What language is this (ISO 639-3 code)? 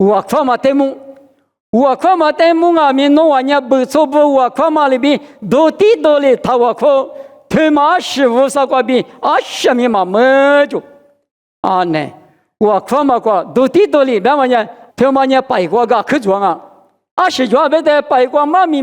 lis